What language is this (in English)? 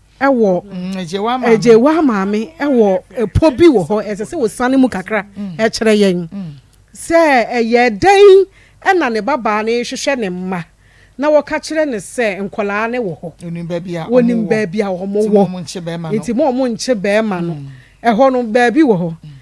Akan